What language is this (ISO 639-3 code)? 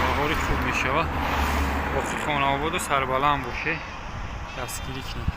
tgk